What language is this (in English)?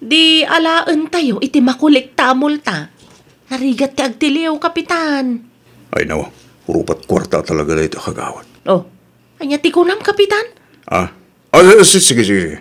Iloko